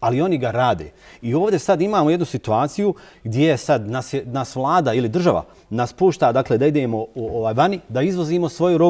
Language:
Bosnian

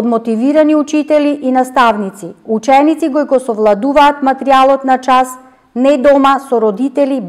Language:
Macedonian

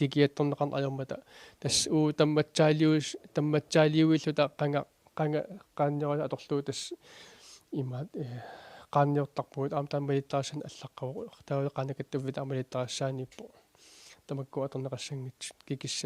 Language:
Kalaallisut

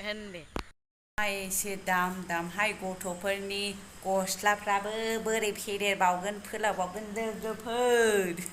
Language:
Bodo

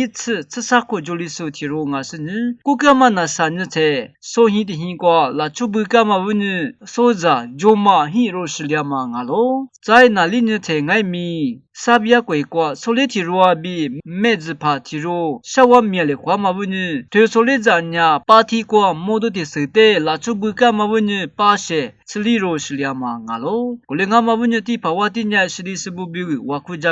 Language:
Lisu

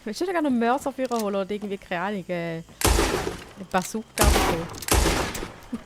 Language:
Swiss German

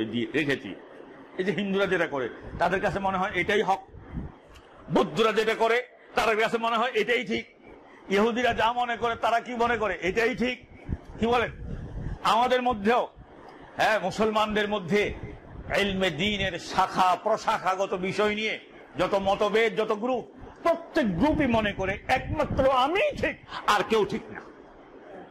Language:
Bangla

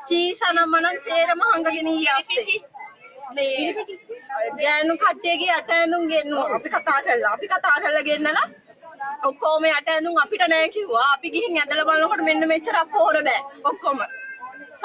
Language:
Sinhala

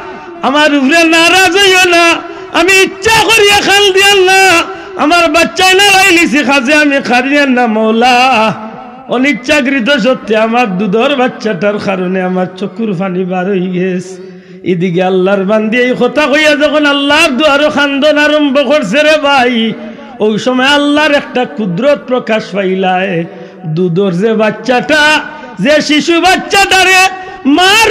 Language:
Sylheti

